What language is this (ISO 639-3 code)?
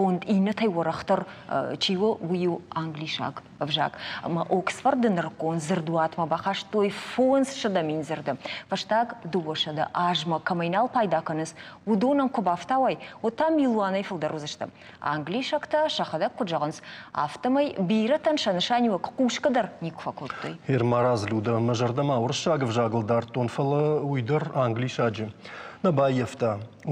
oss